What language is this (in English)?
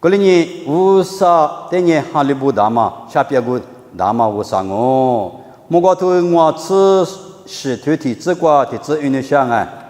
Lisu